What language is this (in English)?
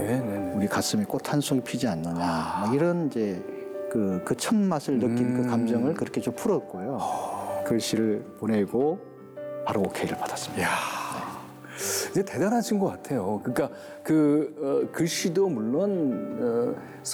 Korean